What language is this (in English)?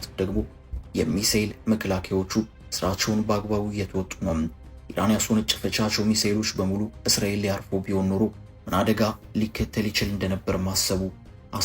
Amharic